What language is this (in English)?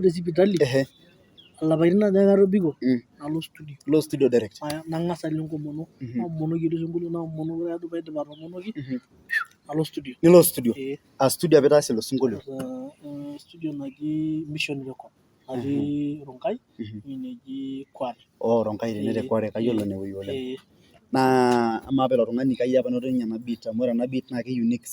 Masai